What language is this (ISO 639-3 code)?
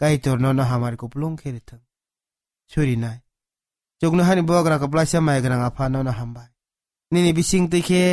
trp